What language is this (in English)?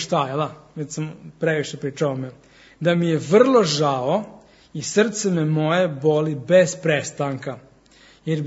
Serbian